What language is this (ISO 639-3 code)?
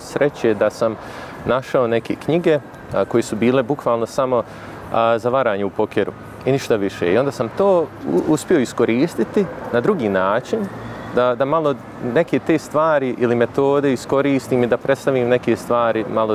bos